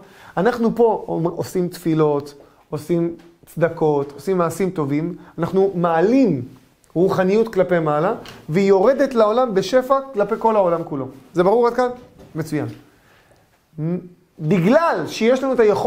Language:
Hebrew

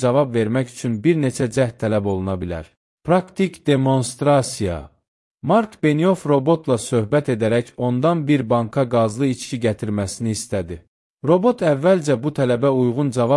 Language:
Azerbaijani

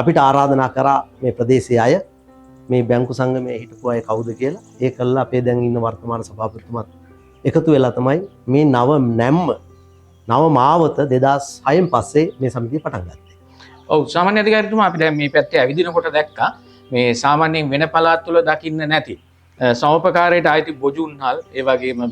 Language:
Sinhala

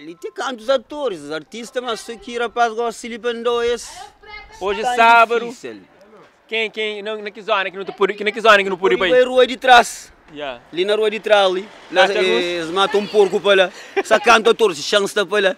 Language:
Kabuverdianu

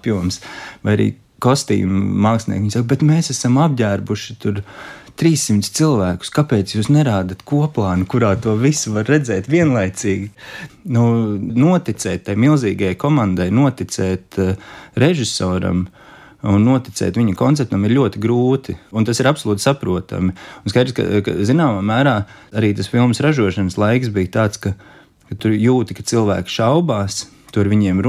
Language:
Latvian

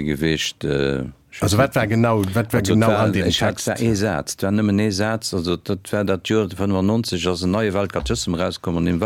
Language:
Luxembourgish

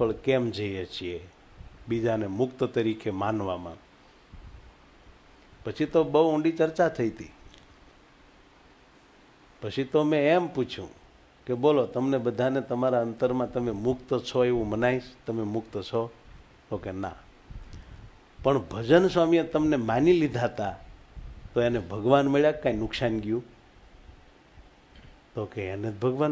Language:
Gujarati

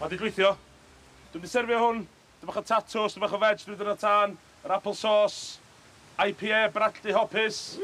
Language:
Welsh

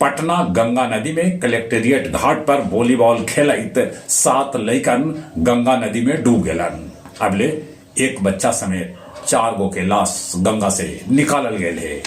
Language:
Magahi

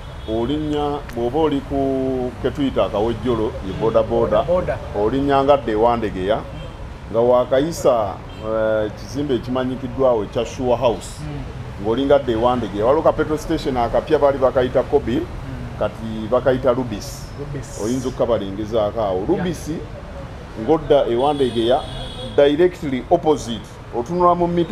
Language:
Ganda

